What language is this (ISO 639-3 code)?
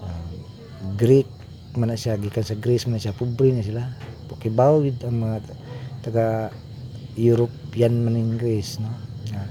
ceb